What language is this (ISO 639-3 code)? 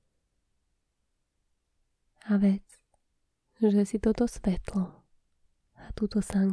slk